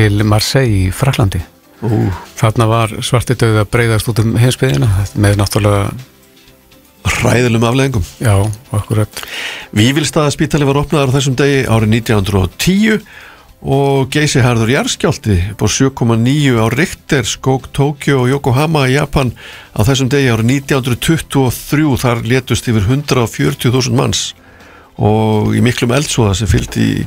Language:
Icelandic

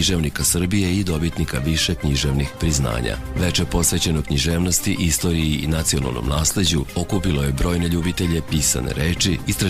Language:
Serbian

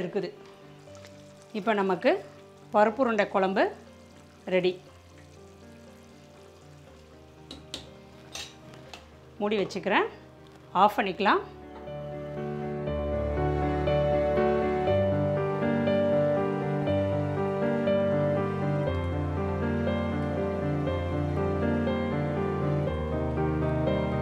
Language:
Tamil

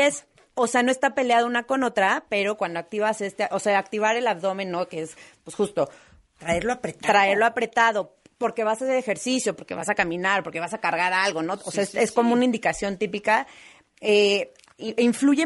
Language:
Spanish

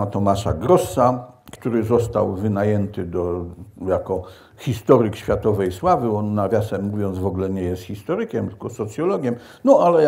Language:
Polish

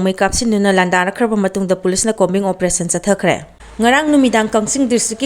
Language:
Manipuri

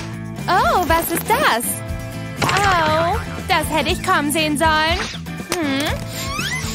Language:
German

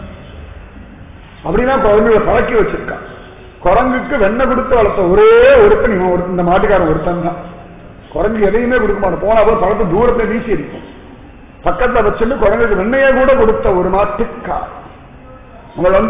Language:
Tamil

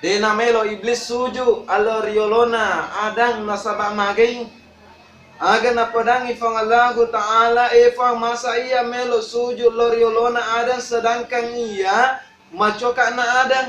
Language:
Buginese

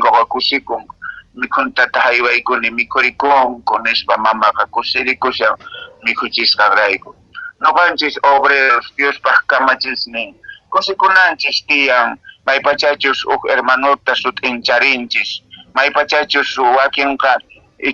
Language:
Quechua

